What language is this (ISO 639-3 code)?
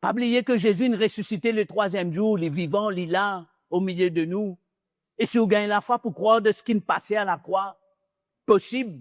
mfe